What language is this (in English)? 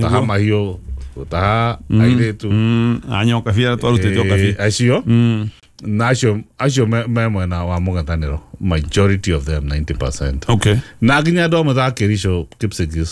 Kikuyu